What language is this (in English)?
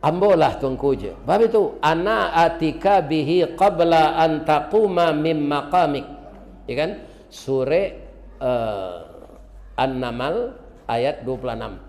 Minangkabau